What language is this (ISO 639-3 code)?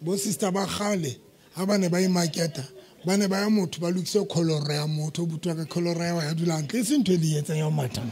sot